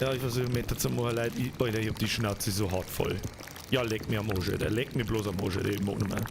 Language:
Bavarian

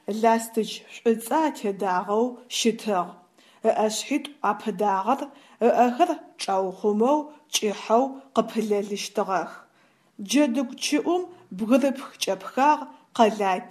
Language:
Adyghe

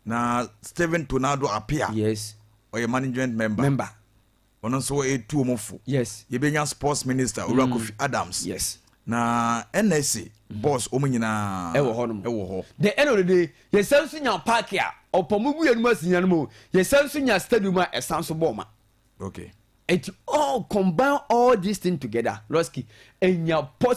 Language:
Akan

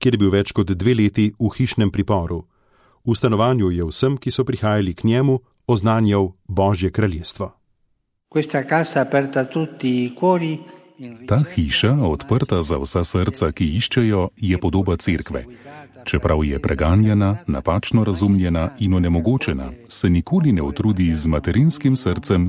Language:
Slovenian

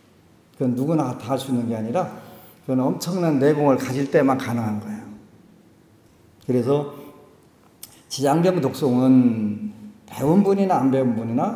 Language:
Korean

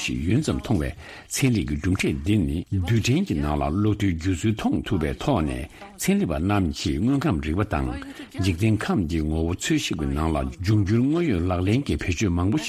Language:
Tibetan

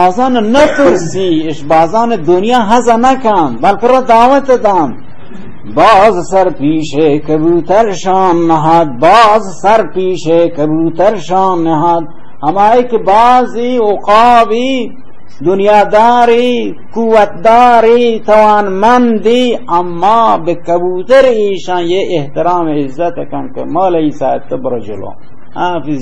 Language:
Baluchi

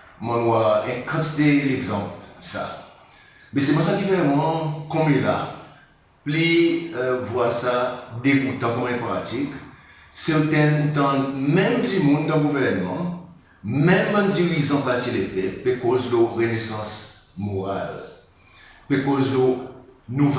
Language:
Seselwa Creole French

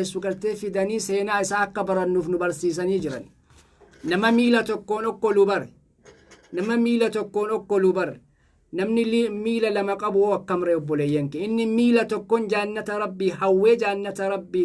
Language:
Oromo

